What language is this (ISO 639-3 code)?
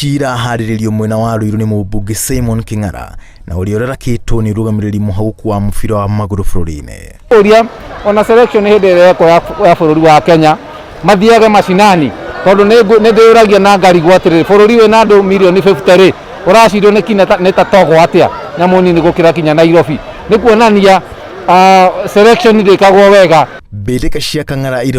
kik